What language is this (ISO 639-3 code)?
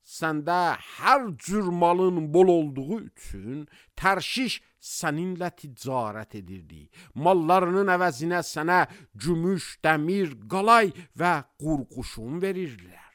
aze